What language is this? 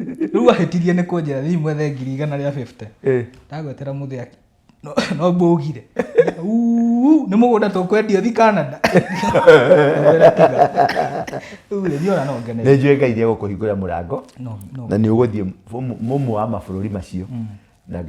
Kikuyu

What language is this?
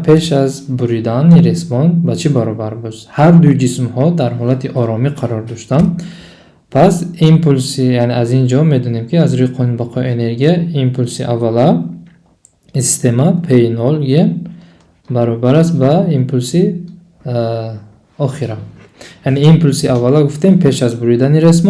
Tajik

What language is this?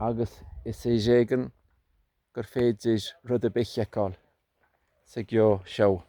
Irish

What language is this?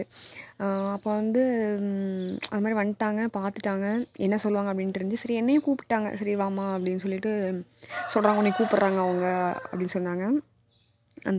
Tamil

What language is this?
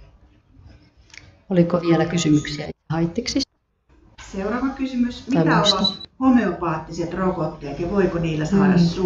Finnish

